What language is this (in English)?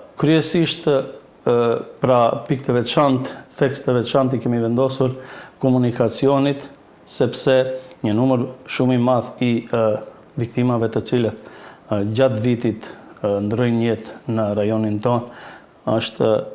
Albanian